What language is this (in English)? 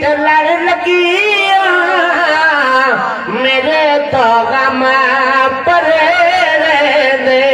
Saraiki